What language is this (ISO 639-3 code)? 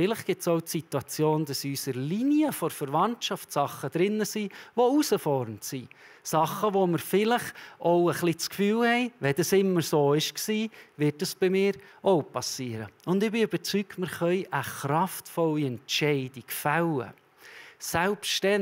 gsw